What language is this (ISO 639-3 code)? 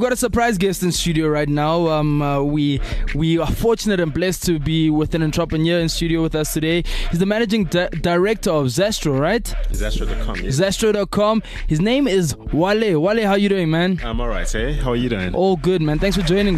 eng